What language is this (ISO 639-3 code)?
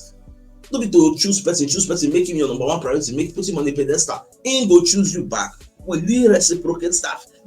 pcm